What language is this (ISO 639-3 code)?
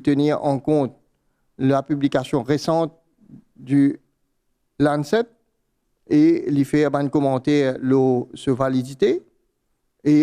mfe